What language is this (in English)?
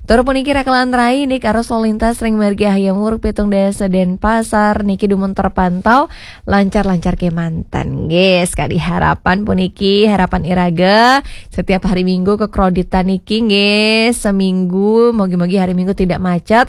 Balinese